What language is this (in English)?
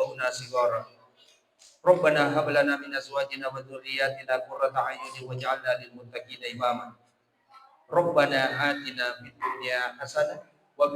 Buginese